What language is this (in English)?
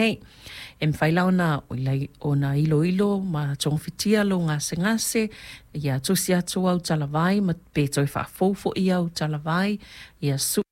Samoan